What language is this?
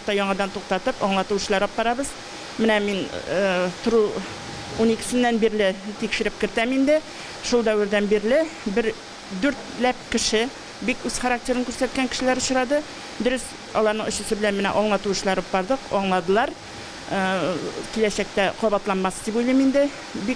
Tatar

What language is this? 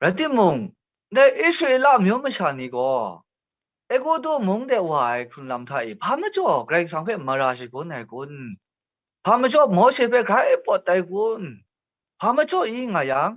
Kachin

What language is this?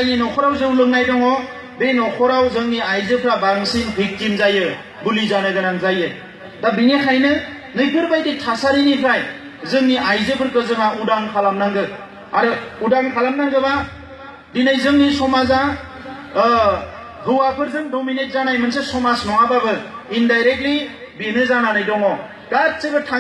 Bodo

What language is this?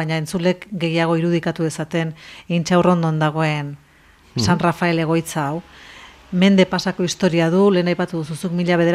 Basque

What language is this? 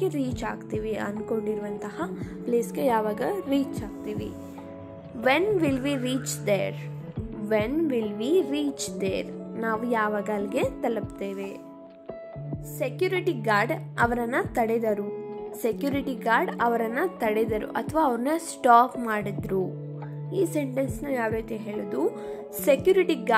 Kannada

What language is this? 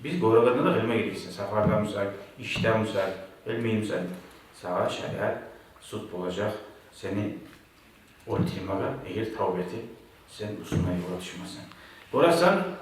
Kumyk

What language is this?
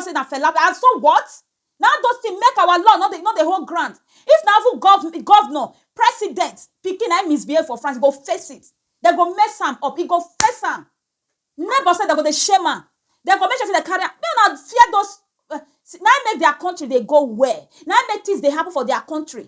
Nigerian Pidgin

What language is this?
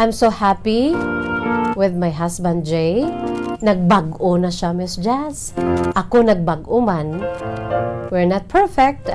Hiligaynon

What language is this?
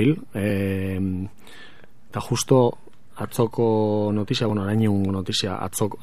Basque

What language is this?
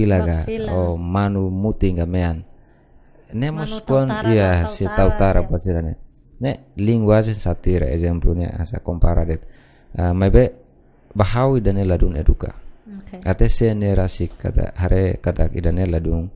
Tetum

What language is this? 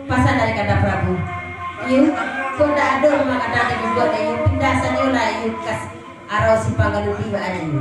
Minangkabau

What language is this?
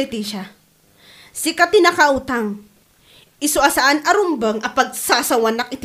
Iloko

